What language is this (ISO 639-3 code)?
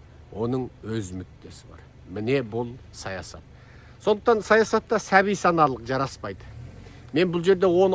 kaz